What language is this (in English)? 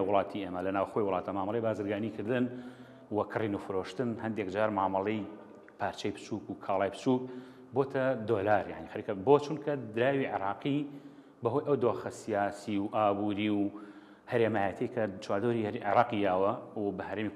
Central Kurdish